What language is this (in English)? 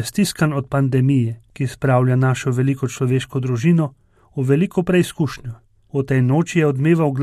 Slovenian